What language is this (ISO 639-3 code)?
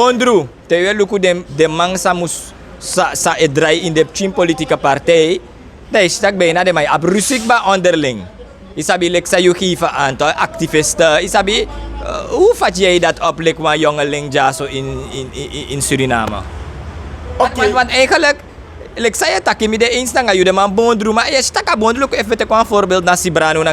srn